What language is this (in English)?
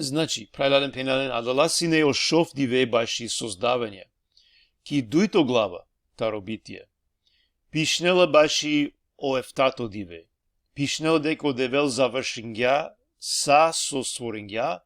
Balkan Romani